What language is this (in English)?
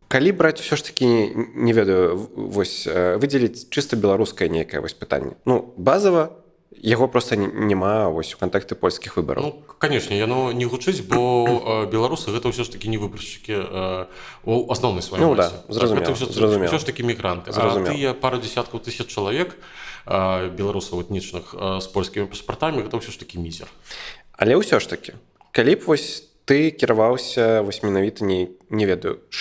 Belarusian